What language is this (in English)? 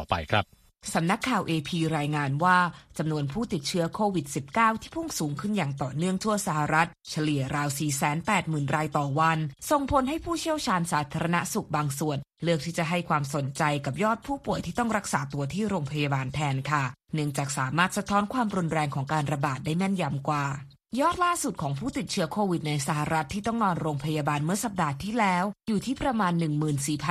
Thai